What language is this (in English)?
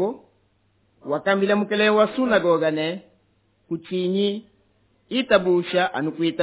Luba-Lulua